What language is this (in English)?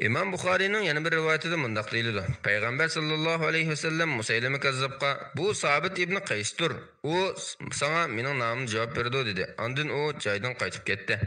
Uyghur